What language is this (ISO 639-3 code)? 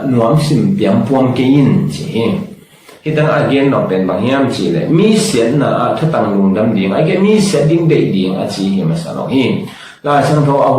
ctd